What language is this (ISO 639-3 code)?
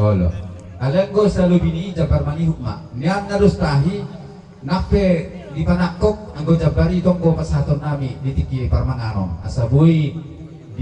bbc